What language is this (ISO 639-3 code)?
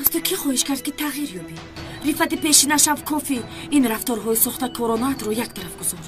tgk